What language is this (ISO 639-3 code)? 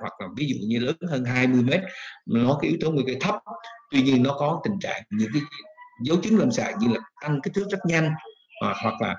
vie